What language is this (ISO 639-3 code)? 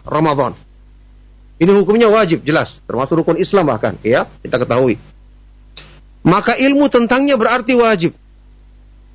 ind